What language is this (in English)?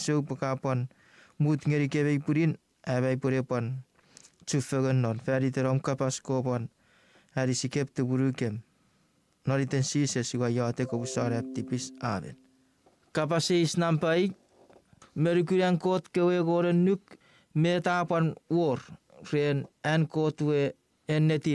Chuukese